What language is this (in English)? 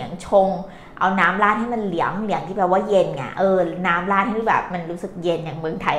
Thai